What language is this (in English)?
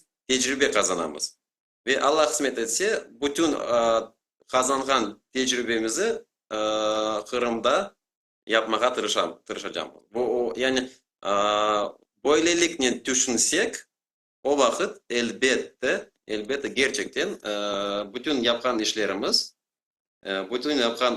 Crimean Tatar